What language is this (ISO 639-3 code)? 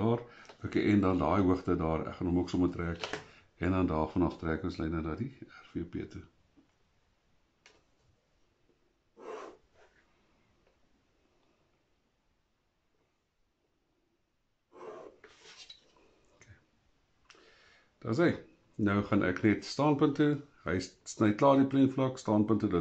afr